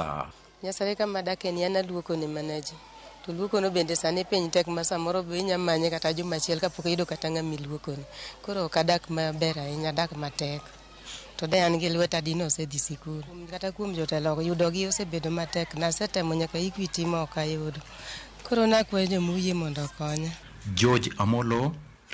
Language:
Luo (Kenya and Tanzania)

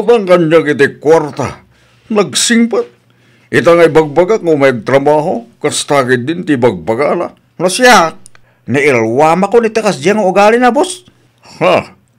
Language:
Iloko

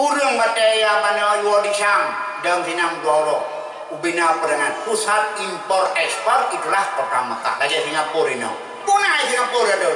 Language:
Achinese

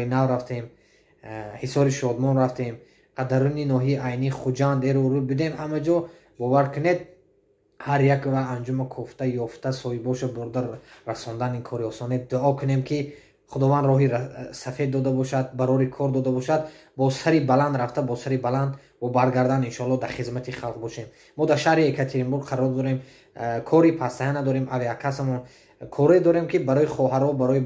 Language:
Tajik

